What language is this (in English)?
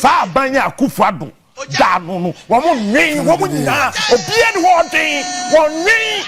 Akan